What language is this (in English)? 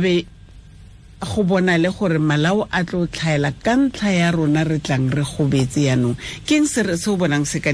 Tswana